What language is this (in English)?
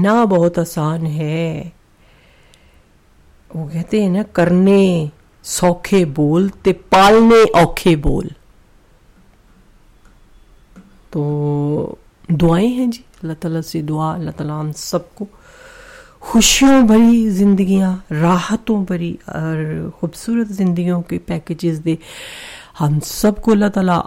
Urdu